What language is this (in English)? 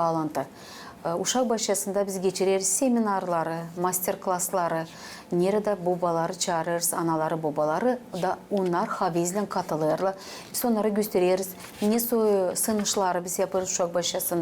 Gagauz